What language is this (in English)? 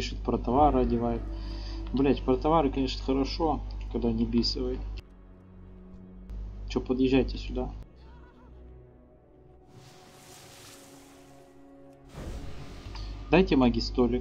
Russian